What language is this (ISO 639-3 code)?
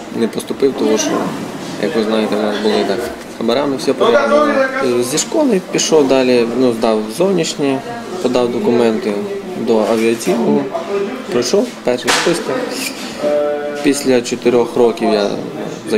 ukr